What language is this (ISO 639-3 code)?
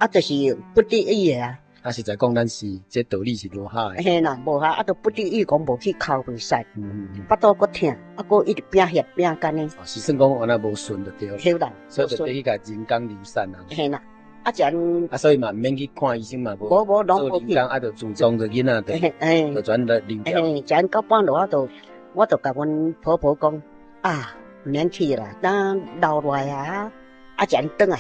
nan